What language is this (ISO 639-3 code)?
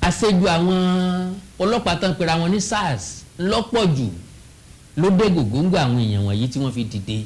yor